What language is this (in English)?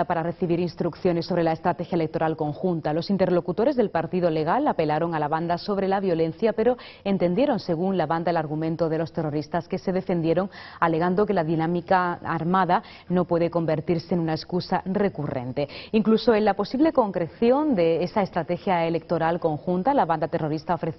Spanish